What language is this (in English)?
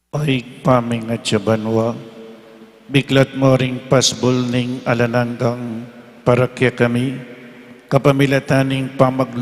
Pampanga